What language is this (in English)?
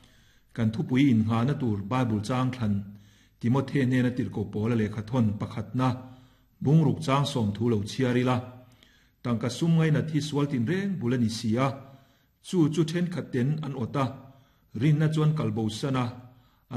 Mizo